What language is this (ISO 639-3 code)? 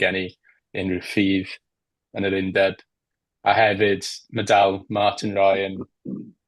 cym